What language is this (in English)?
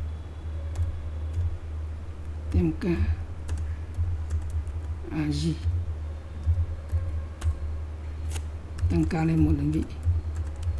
Vietnamese